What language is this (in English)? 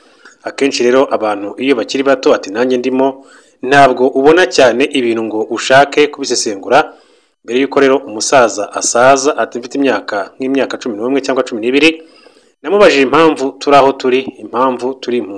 Kinyarwanda